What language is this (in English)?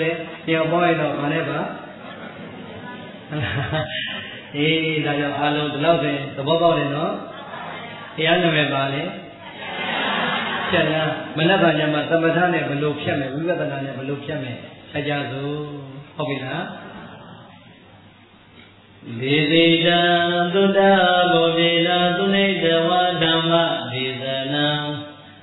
Burmese